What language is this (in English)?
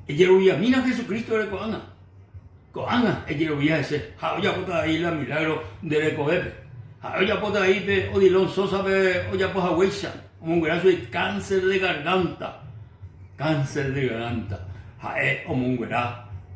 Guarani